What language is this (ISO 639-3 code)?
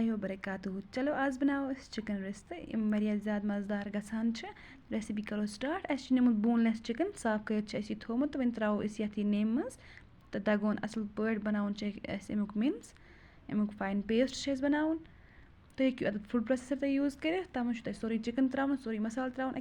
kas